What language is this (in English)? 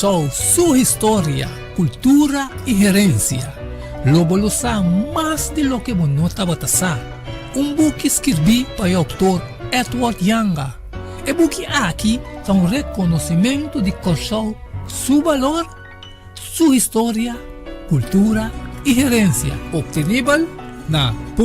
Papiamento